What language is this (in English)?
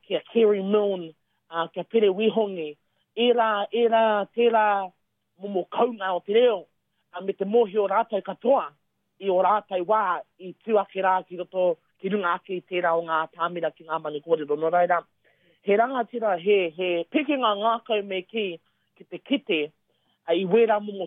Māori